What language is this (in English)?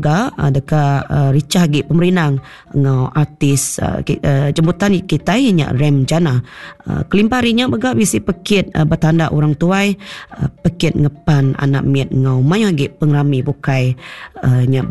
Iban